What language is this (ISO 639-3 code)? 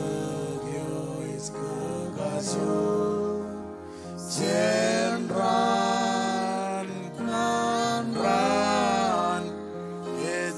mah